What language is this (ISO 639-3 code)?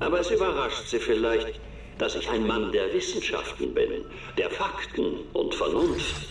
gsw